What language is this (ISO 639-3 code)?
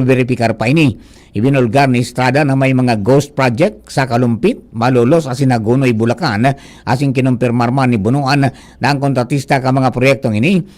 bik